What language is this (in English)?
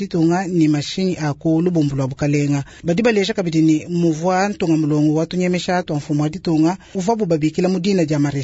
Luba-Lulua